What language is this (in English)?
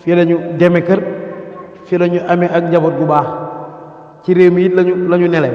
Wolof